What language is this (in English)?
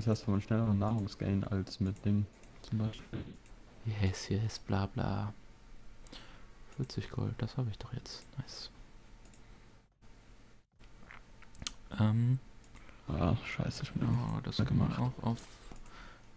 German